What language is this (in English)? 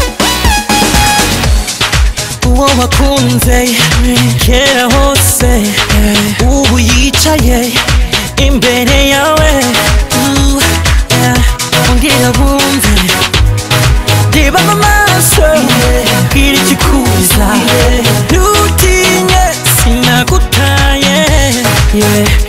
Kinyarwanda